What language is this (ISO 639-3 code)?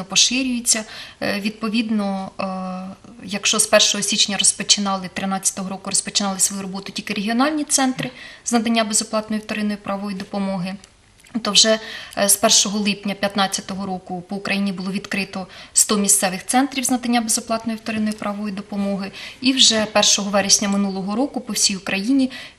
ukr